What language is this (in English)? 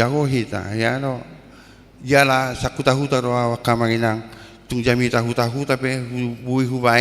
Batak Toba